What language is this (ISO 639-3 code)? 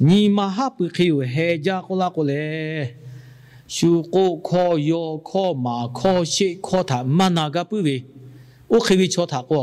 lhu